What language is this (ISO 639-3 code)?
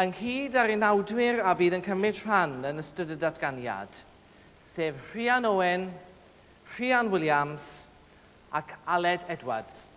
cym